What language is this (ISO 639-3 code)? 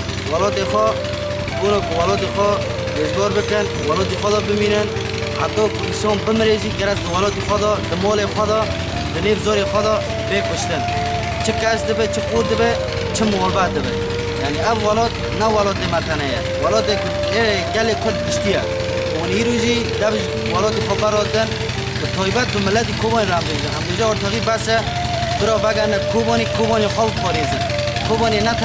kur